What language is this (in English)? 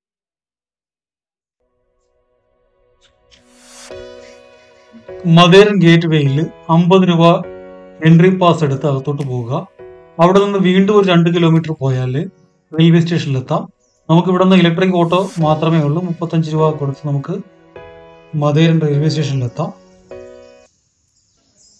Malayalam